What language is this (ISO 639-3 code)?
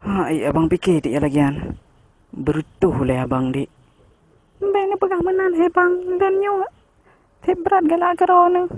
ace